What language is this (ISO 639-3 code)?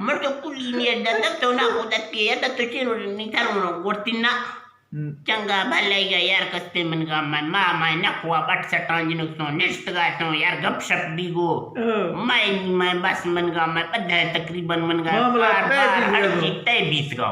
bgp